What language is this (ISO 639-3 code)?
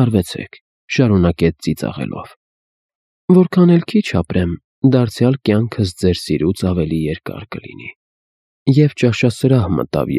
hye